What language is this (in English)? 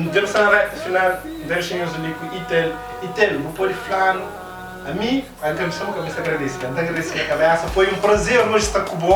Kabuverdianu